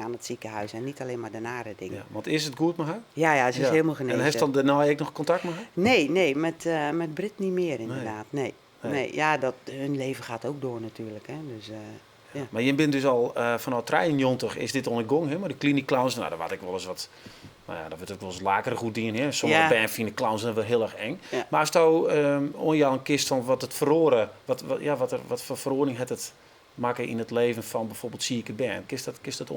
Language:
Western Frisian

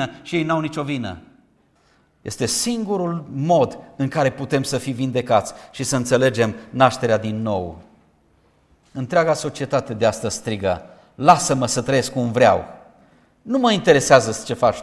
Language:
Romanian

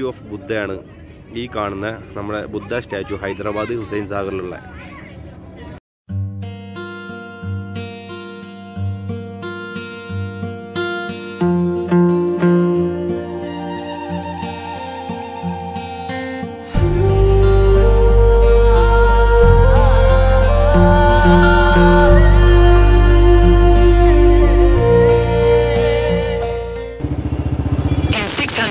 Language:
Malayalam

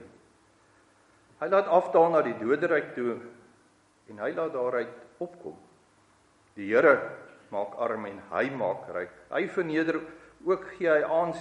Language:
Afrikaans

